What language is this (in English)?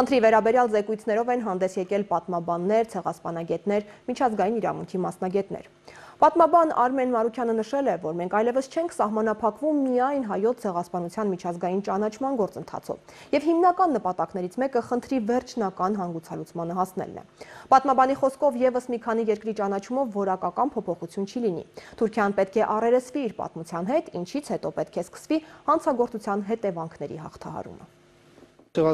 Armenian